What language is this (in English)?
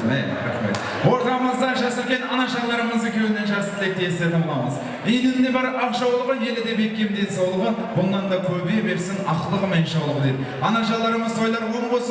Kara-Kalpak